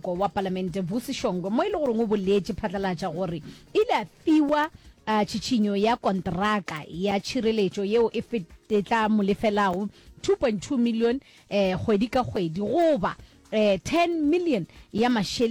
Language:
Northern Sotho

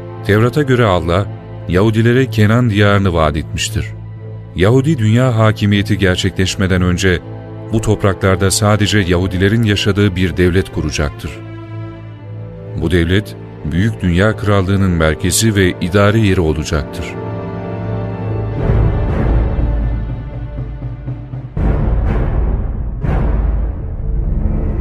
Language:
Turkish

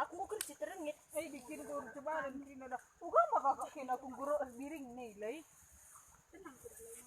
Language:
Batak Karo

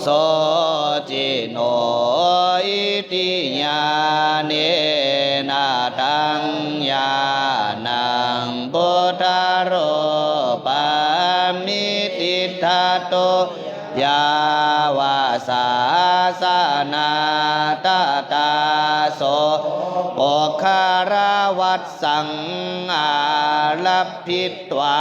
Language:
Pali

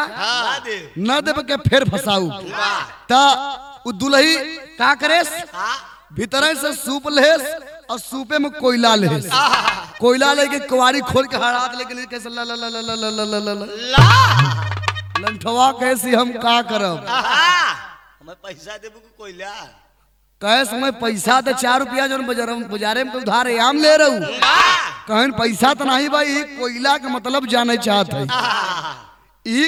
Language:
Bhojpuri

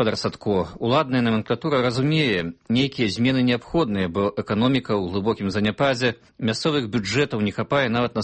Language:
Belarusian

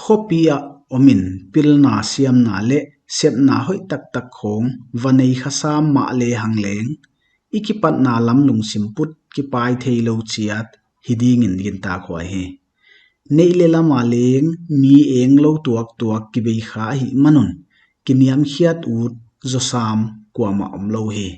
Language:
Paite Chin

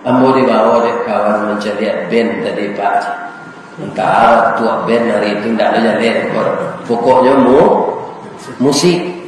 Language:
Minangkabau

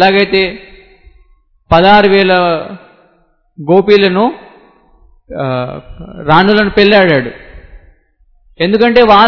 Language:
Telugu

